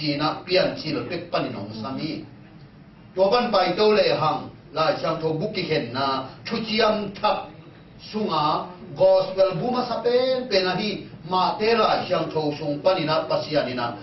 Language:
Tedim Chin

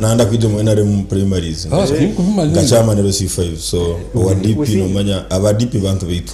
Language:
Nyankole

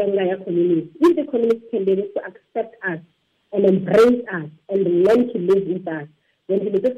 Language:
Tswana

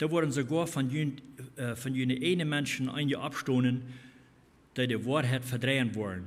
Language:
Plautdietsch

